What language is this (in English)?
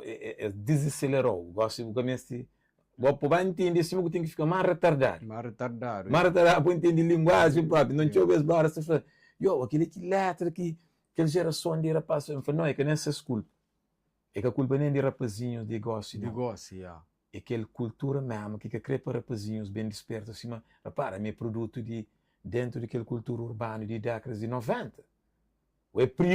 Kabuverdianu